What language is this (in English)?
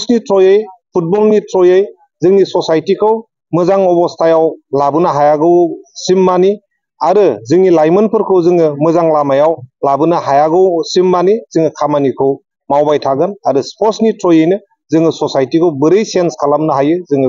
Bodo